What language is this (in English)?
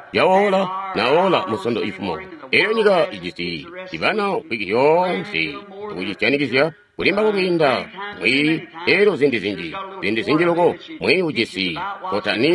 Tonga (Zambia)